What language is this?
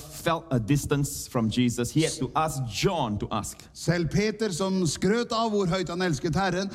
Norwegian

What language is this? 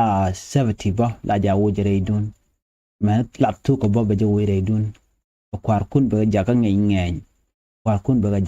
Nuer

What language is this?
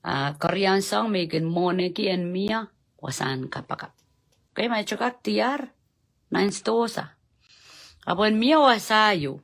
Pohnpeian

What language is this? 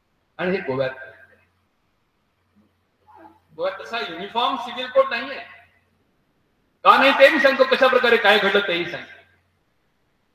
Marathi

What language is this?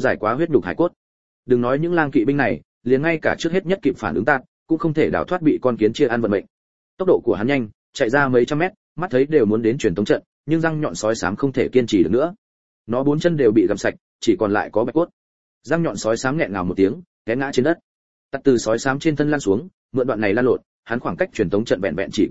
Vietnamese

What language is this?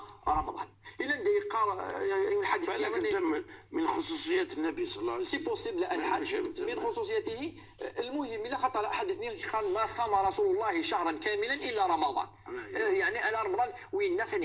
Moroccan Arabic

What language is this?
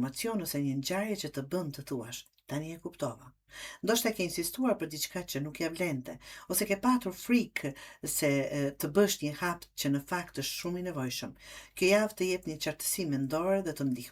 Albanian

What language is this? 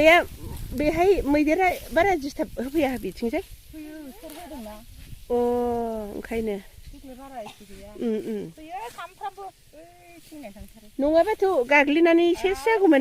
Bodo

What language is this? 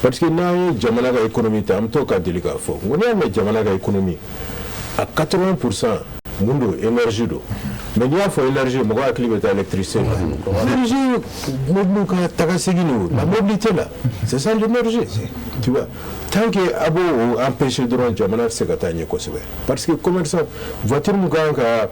Bambara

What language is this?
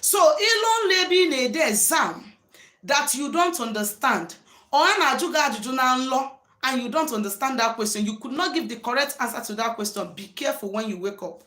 Igbo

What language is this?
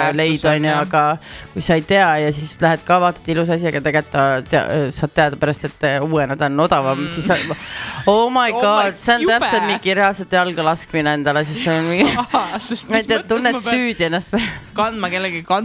Estonian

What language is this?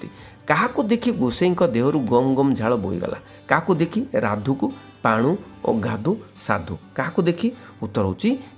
Odia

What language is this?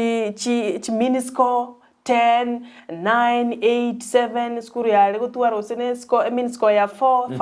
Gusii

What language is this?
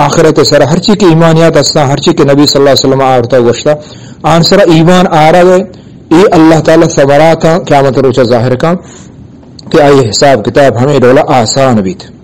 Eastern Balochi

